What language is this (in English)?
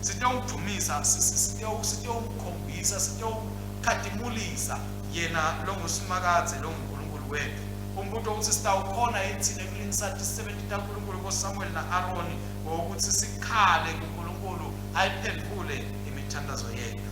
Swati